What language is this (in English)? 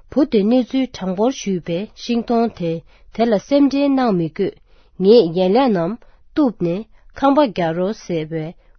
Tibetan